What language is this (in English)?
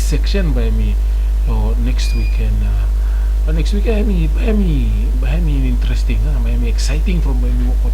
Bislama